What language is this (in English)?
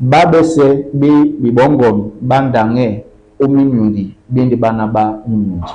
Duala